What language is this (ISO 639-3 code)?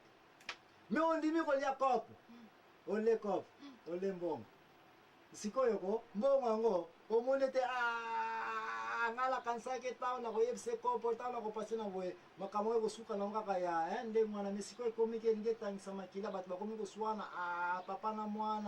lin